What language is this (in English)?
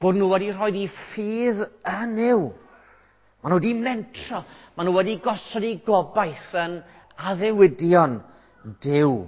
Welsh